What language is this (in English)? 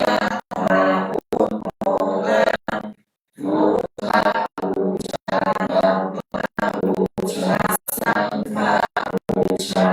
Pali